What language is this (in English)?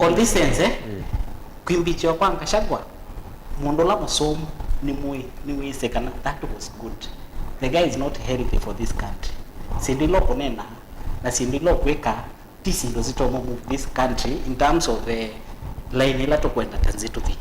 Kamba